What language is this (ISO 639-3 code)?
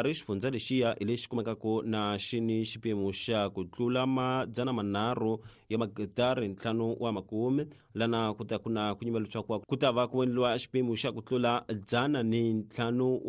tso